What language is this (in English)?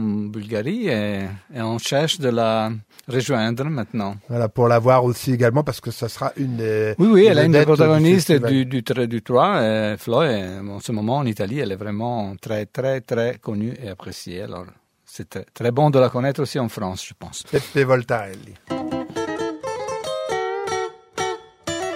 French